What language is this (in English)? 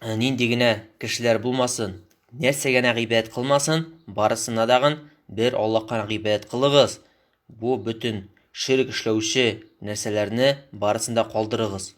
Tatar